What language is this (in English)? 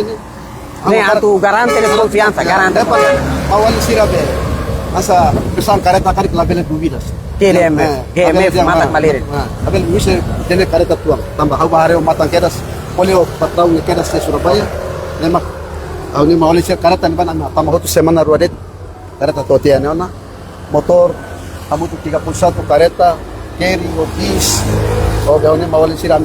Tetum